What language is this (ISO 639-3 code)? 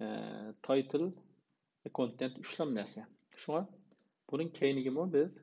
uig